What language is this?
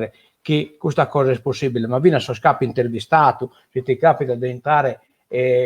Sardinian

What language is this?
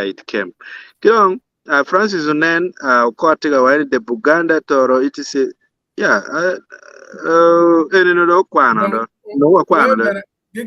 Acoli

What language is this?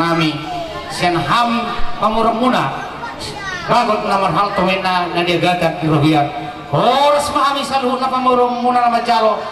Batak Toba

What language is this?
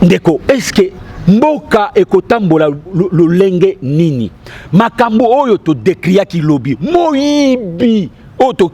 Lingala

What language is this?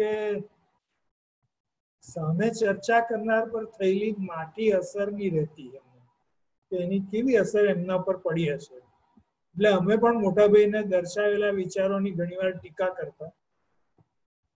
Gujarati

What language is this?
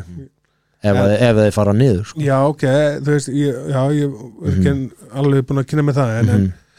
Icelandic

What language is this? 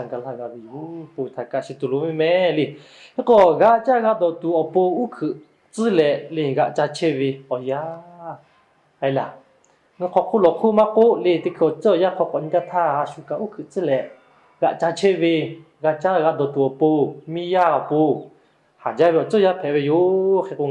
Lahu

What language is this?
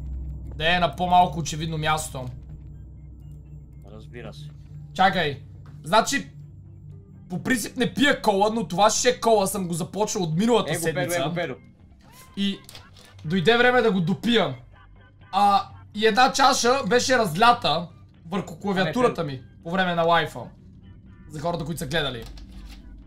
Bulgarian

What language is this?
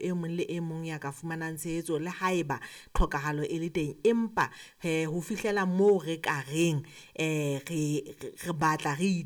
Southern Sotho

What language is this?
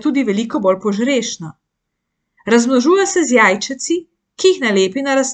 Slovenian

